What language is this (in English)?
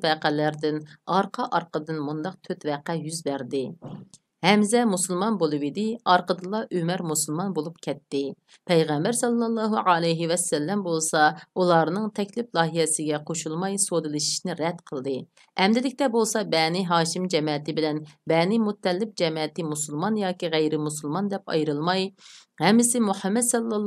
Uyghur